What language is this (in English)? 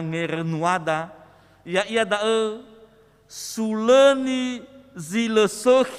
Nias